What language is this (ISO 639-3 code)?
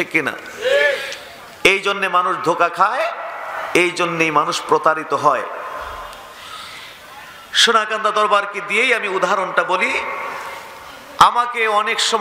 ben